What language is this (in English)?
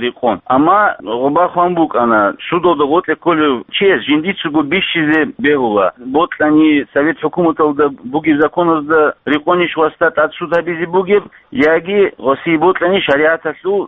Avaric